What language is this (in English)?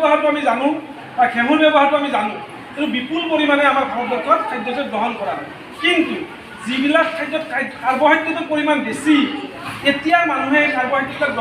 Assamese